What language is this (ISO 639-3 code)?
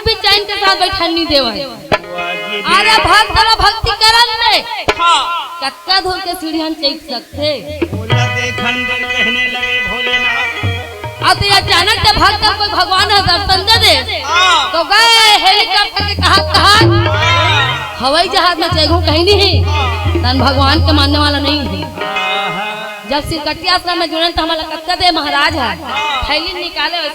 hne